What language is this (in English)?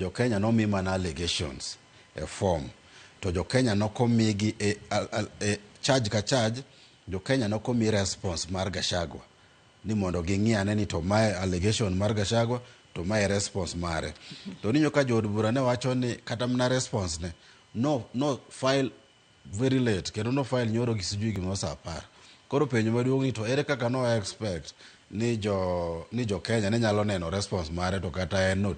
Luo (Kenya and Tanzania)